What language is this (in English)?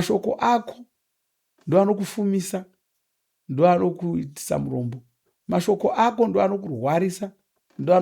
Shona